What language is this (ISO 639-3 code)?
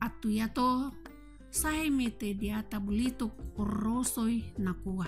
sda